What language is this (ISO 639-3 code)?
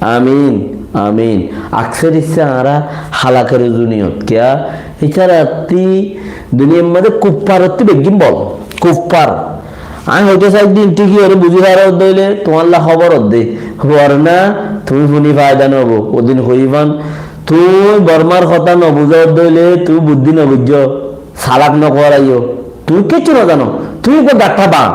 rhg